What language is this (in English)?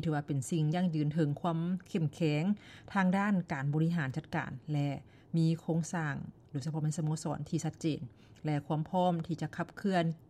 Lao